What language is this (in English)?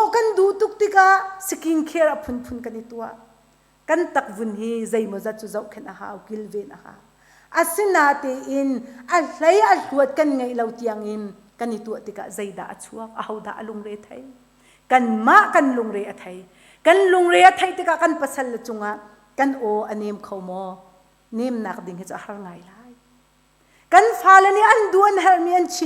Hakha Chin